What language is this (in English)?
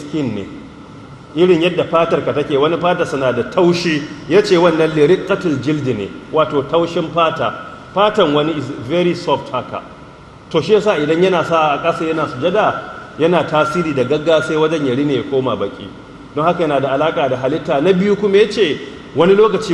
Hausa